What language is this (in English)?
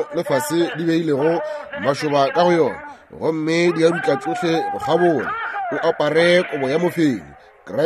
Northern Sotho